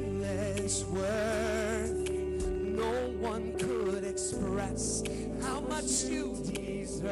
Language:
Ewe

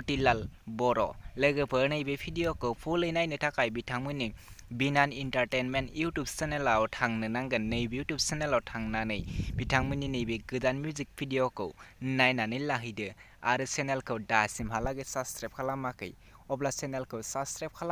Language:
Bodo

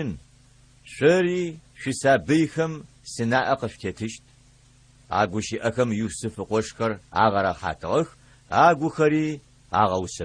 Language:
Adyghe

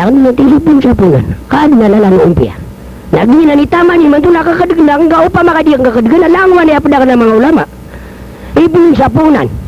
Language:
Maranao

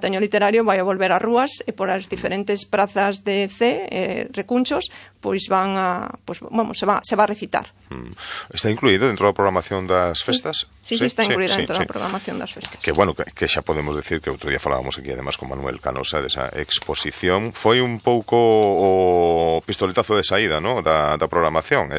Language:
Galician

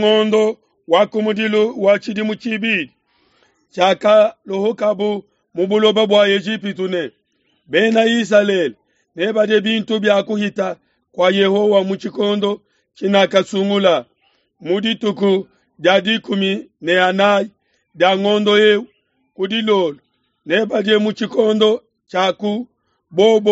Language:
Luba-Lulua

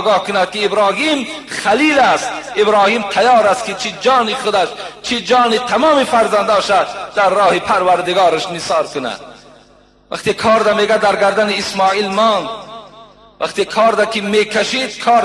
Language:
Tajik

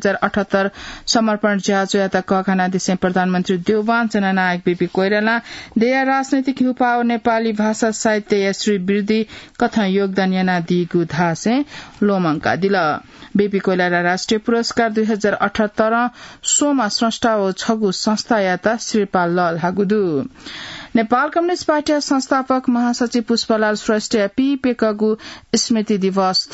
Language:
Newari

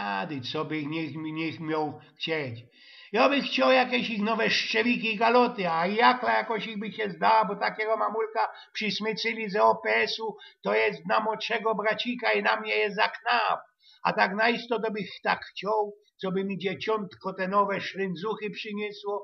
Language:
Silesian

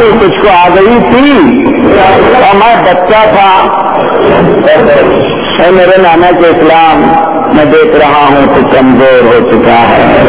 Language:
Urdu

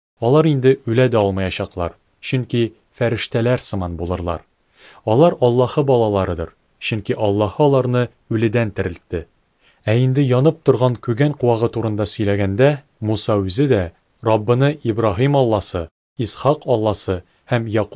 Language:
Tatar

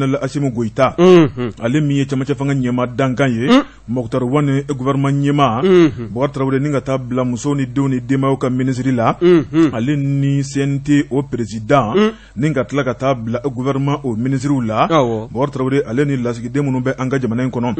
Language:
Bambara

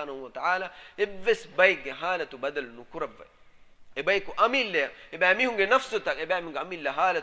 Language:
Divehi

